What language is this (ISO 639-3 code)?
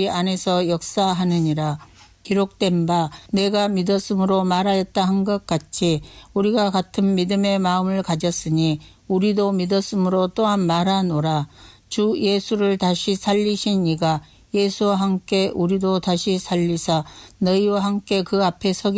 kor